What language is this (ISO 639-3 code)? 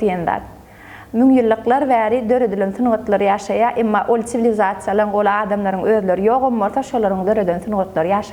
tuk